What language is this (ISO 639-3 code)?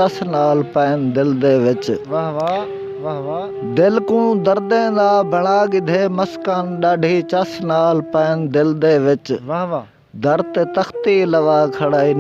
skr